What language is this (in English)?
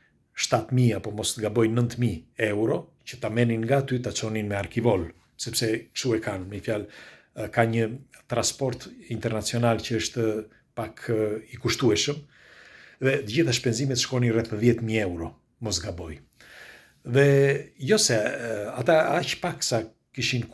Albanian